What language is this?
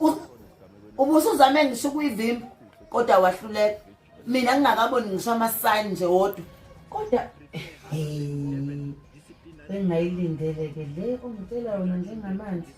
Zulu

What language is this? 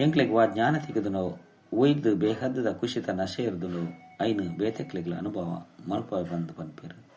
Tulu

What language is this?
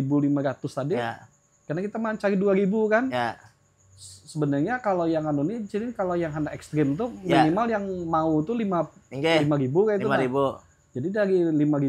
Banjar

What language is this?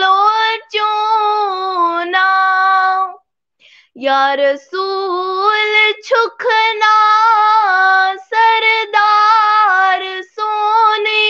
Kashmiri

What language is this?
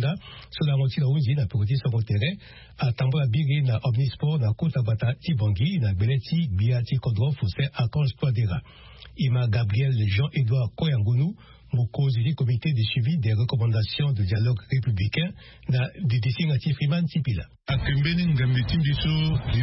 Sango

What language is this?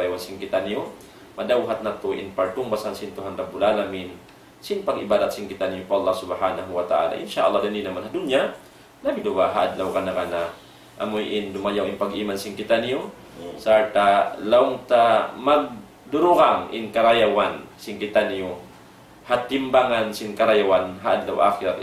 Tausug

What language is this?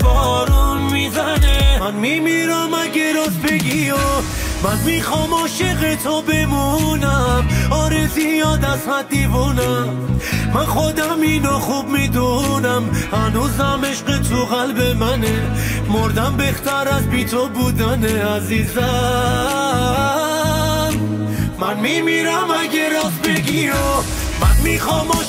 Persian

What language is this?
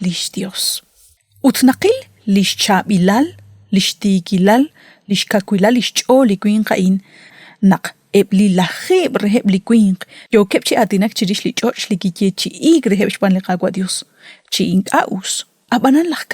Kekchí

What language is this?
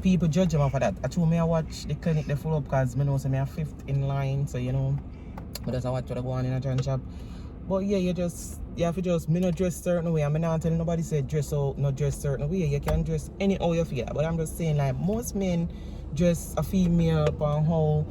Jamaican Creole English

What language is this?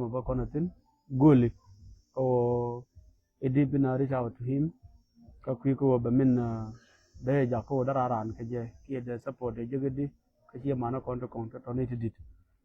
Nuer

